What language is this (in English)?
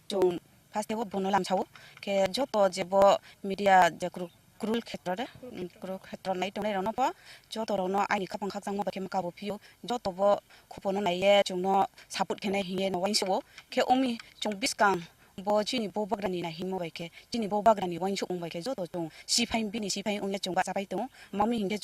Kok Borok